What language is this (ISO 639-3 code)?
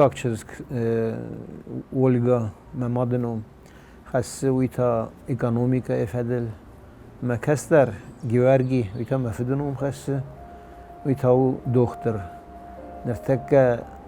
oss